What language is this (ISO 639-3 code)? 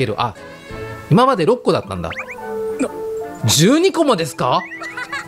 jpn